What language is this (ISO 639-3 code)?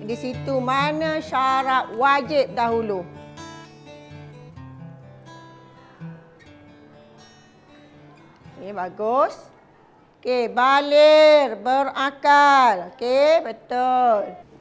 msa